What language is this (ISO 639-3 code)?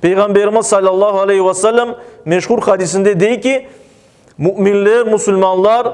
crh